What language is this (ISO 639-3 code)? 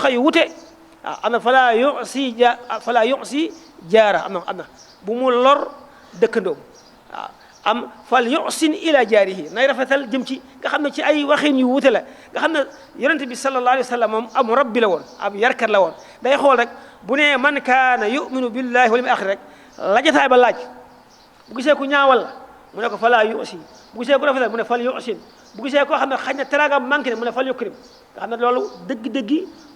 wol